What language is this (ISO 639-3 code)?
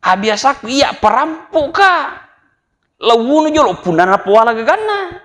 bug